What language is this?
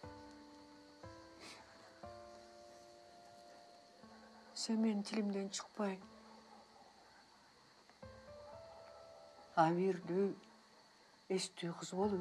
Kyrgyz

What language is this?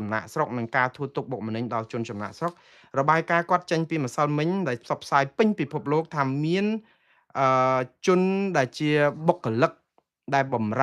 Khmer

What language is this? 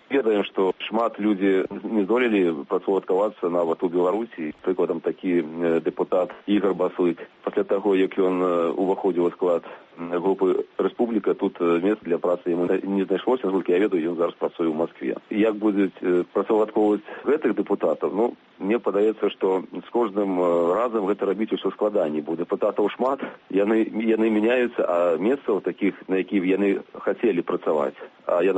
Belarusian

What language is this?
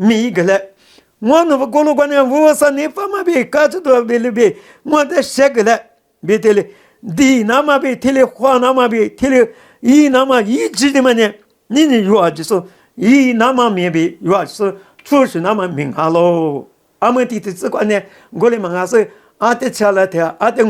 Lisu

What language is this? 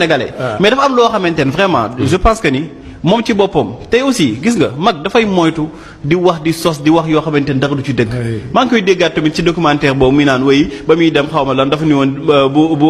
Wolof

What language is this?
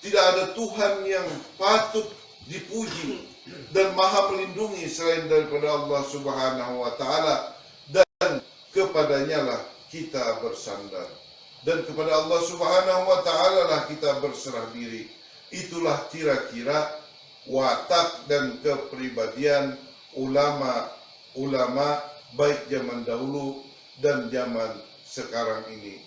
Banjar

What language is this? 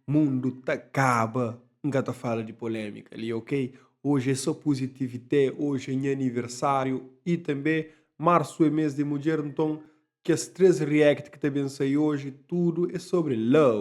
Kabuverdianu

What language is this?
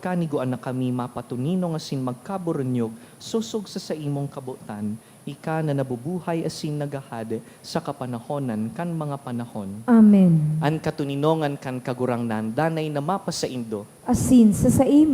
Bikol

